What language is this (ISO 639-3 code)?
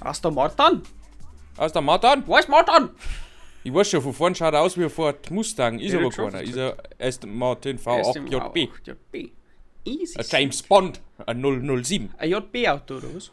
bar